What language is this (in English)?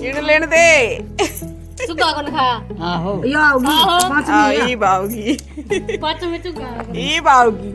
Haryanvi